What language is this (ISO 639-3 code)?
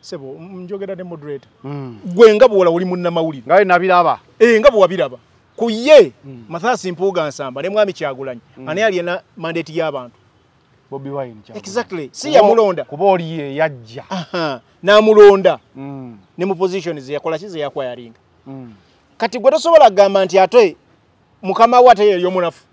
lug